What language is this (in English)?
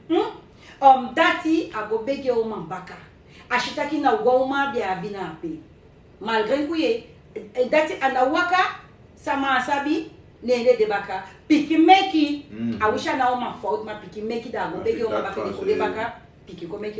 Sranan Tongo